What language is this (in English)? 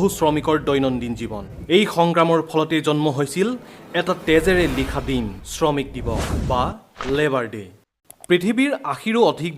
Assamese